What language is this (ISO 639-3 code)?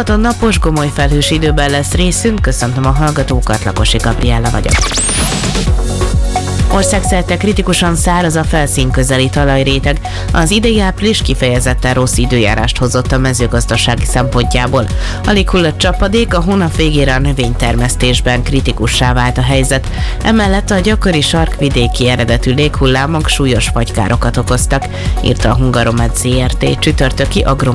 hun